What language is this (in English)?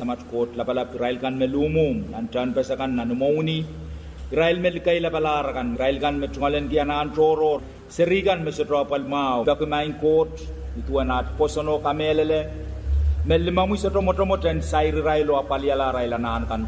Pohnpeian